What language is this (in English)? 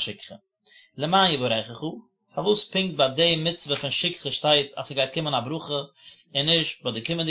Yiddish